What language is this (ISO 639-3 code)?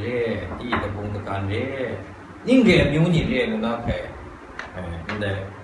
kac